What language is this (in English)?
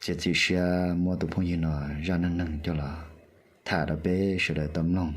Hmong